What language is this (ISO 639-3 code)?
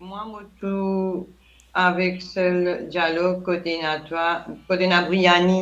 mfe